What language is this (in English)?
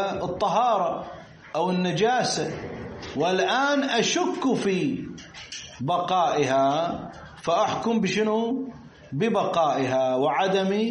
Arabic